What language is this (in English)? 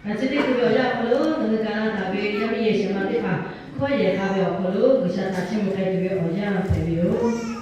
Lahu